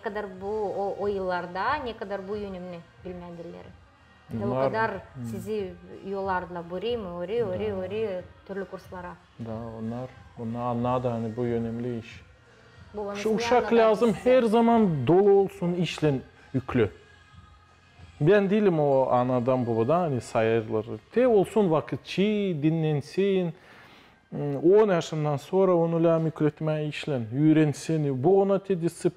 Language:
Gagauz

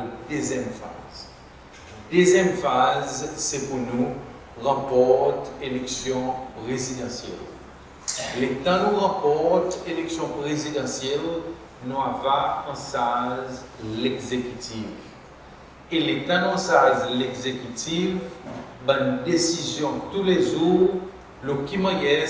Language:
Seselwa Creole French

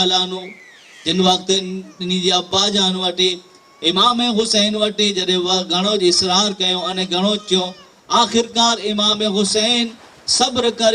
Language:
Kachhi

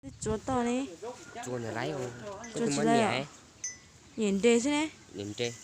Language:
Hmong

